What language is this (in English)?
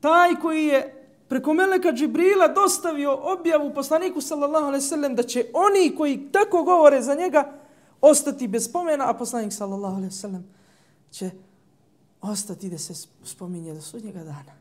Bosnian